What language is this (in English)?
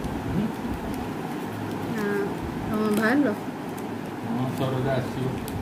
Odia